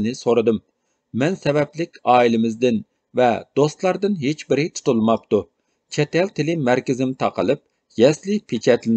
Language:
Uyghur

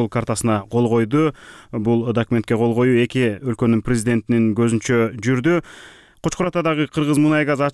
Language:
Kyrgyz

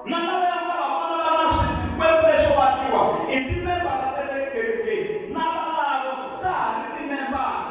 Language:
Tsonga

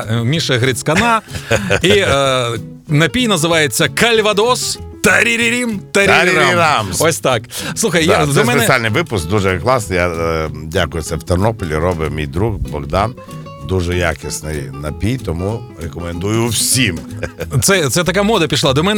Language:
Ukrainian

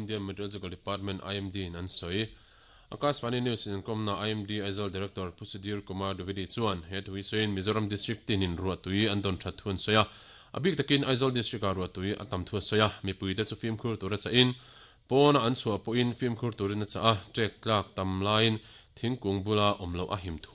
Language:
Mizo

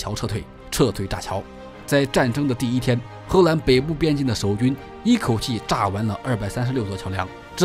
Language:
Chinese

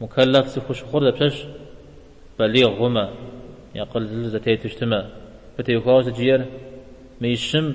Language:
Kabardian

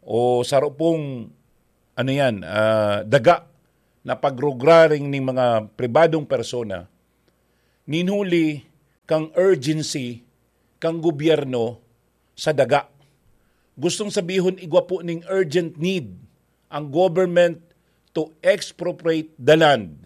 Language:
Bikol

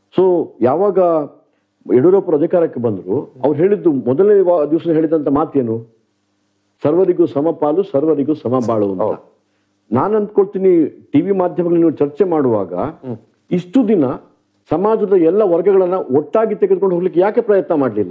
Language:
Kannada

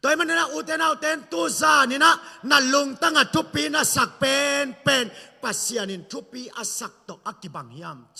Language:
Tedim Chin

